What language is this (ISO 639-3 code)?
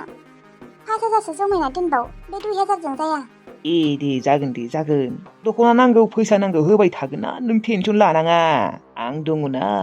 brx